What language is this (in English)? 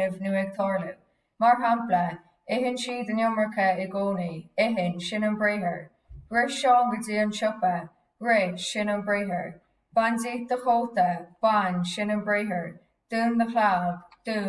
Irish